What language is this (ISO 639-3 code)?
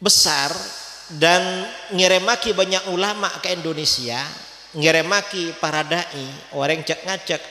mad